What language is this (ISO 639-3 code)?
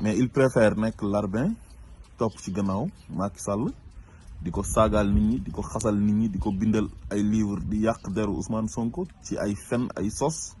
wol